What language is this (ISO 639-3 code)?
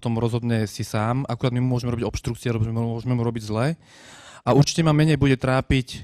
slk